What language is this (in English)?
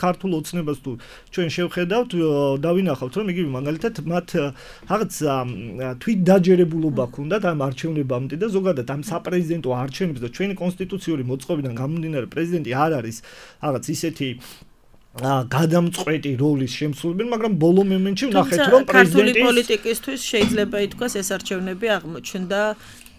Georgian